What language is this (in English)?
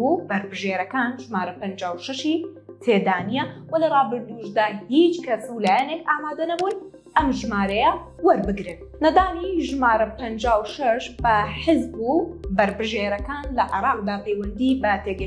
Central Kurdish